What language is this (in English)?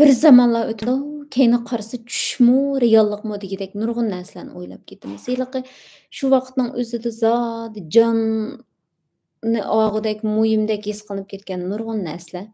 Uyghur